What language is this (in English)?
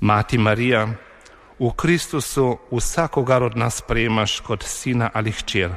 Slovenian